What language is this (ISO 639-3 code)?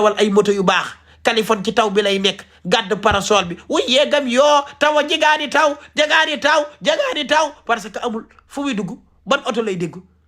wol